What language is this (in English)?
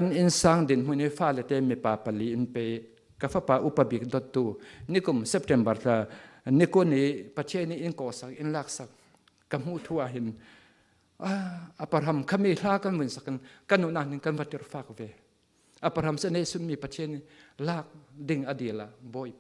Falam Chin